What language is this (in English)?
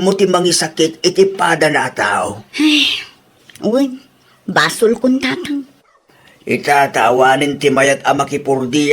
Iloko